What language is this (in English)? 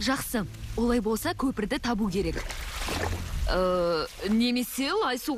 Kazakh